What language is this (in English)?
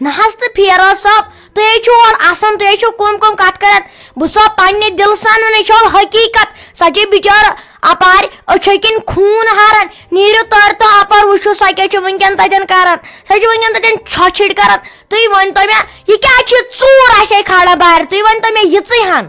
Kashmiri